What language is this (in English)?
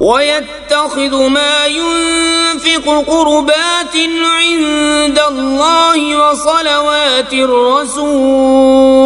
Kashmiri